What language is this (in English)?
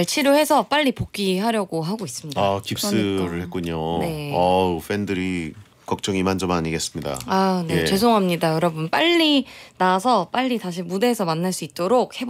Korean